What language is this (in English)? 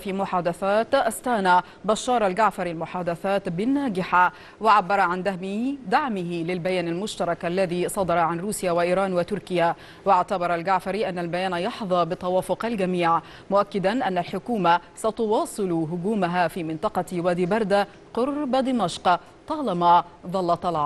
Arabic